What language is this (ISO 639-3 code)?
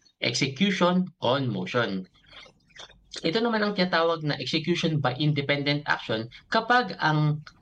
fil